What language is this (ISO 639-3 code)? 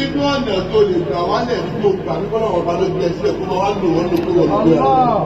yor